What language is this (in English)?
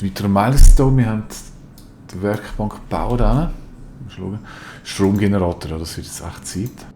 Swiss German